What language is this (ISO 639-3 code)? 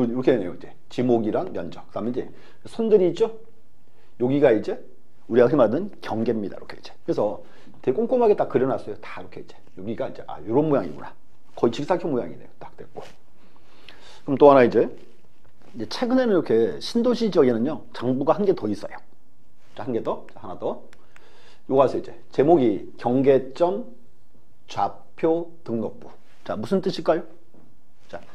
kor